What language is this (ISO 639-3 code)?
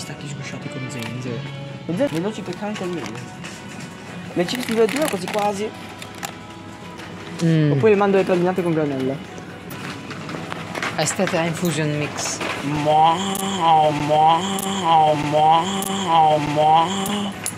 ita